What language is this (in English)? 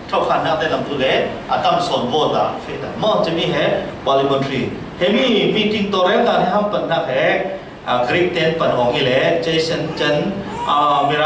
Falam Chin